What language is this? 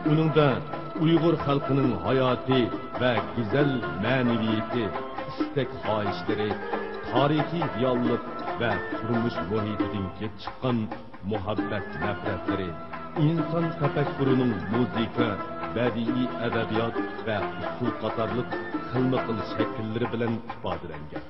Uyghur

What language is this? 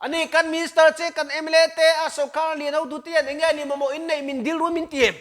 Mizo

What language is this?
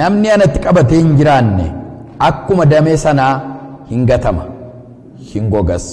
Oromo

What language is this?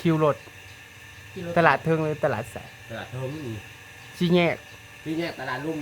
Northeastern Thai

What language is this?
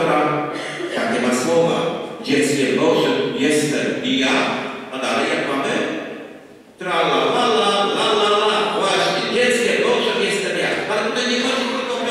Polish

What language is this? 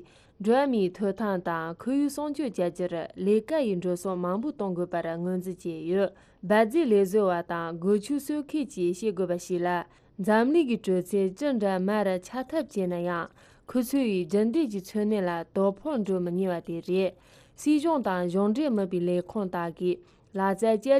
Tibetan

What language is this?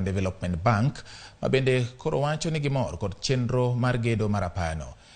Luo (Kenya and Tanzania)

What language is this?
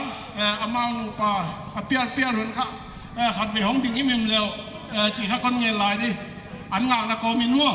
Paite Chin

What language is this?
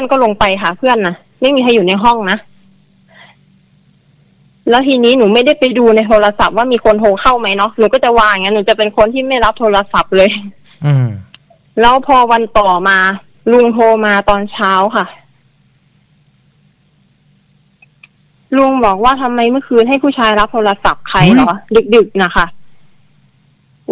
Thai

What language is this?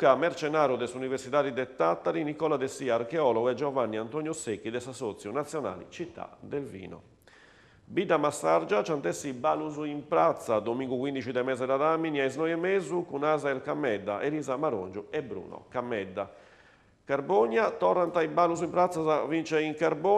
Sardinian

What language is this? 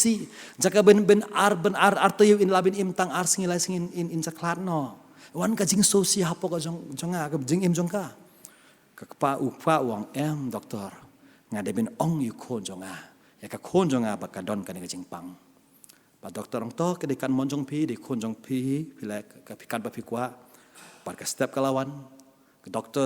Khasi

